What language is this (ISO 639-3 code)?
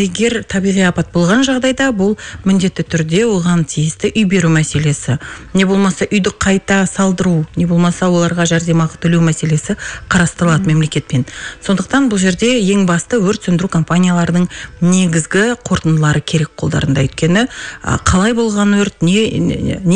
kaz